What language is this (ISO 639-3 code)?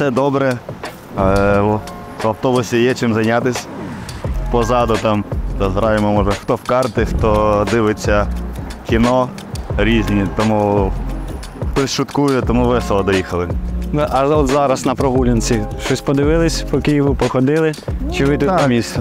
ukr